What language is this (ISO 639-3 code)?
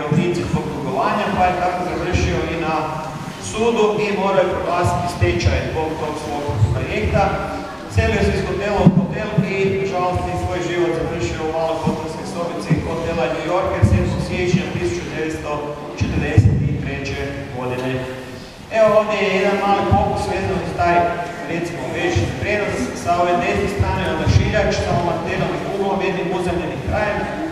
hrv